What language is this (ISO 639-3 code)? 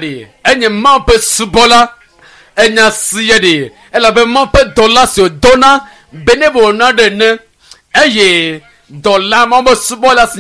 ewe